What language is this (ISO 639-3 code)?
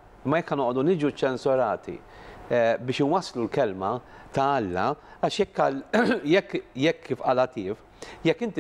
mlt